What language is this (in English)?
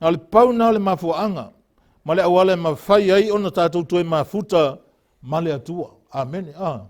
Samoan